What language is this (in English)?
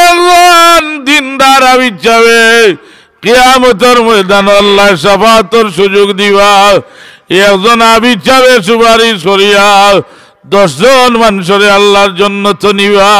Sylheti